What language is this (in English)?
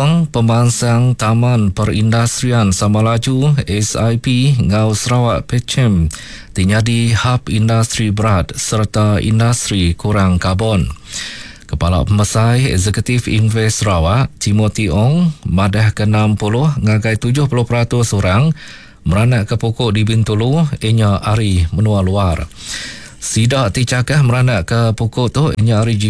Iban